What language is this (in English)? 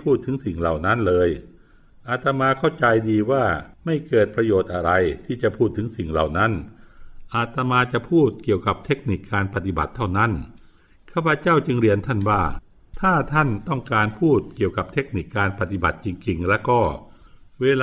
Thai